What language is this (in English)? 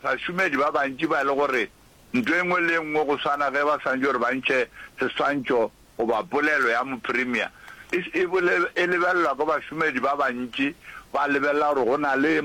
Northern Sotho